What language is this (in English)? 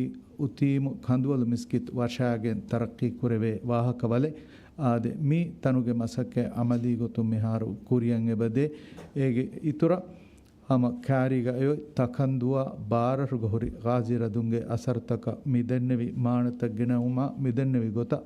Divehi